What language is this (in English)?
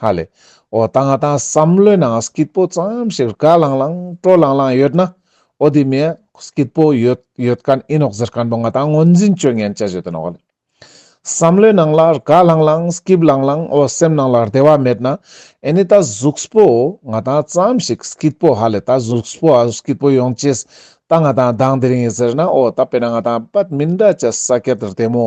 Ladakhi